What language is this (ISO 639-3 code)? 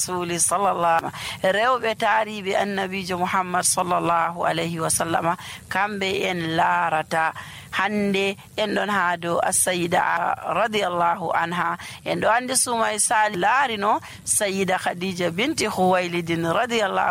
fuv